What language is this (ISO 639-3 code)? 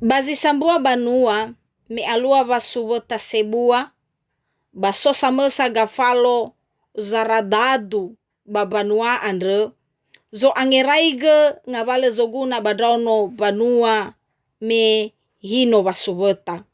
nia